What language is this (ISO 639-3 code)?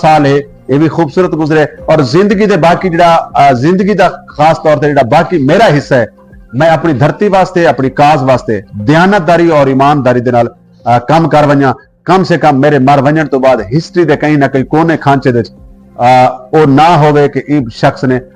skr